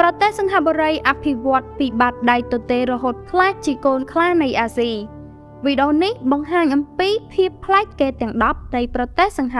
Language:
Khmer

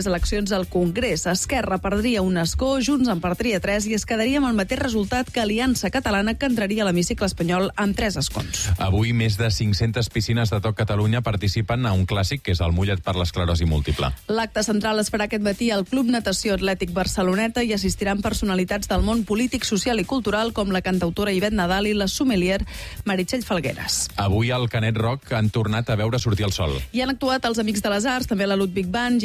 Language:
Catalan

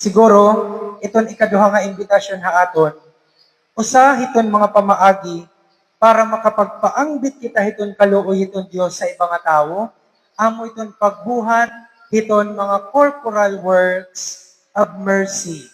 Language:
Waray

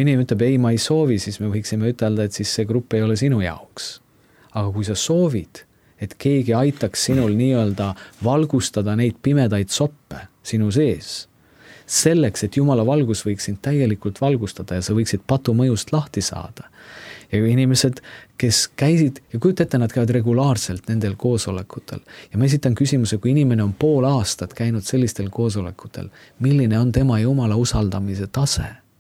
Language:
Estonian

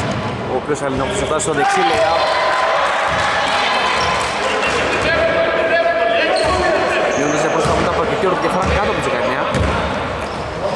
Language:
Greek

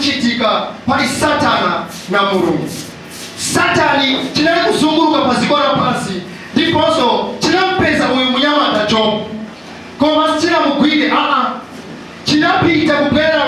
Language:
Nyanja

